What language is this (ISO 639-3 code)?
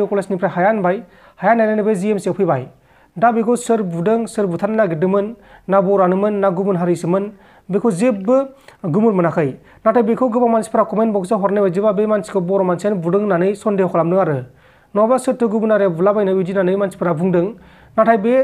brx